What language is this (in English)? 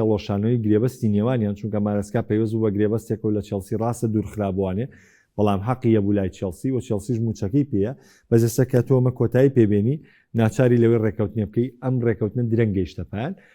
Central Kurdish